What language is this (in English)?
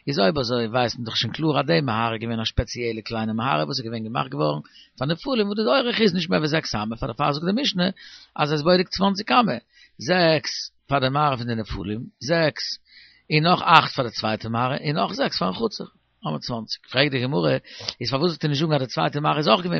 Yiddish